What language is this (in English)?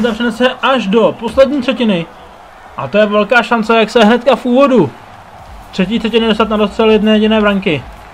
Czech